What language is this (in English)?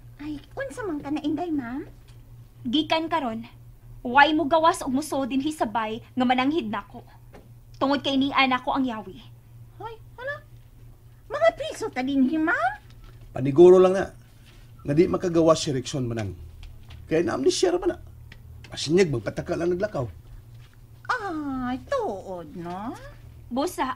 Cebuano